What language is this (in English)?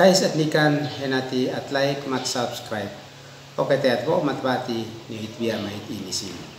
Uab Meto